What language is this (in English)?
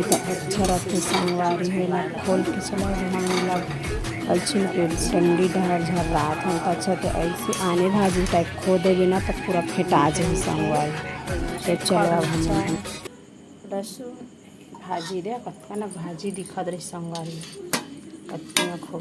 Chhattisgarhi